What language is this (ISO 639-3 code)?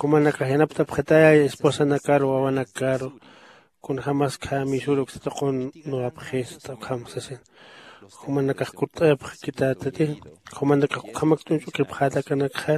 aym